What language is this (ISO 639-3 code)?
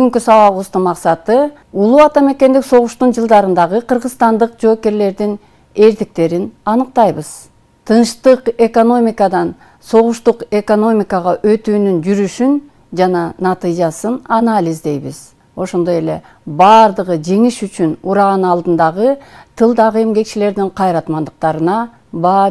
kir